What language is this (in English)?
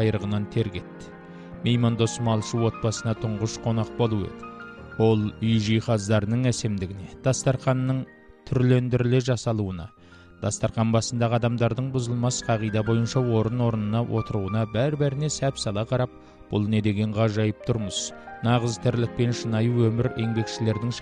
Kazakh